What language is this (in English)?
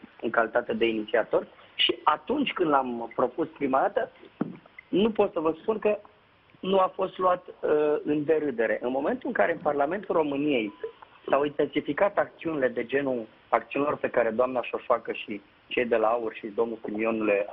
Romanian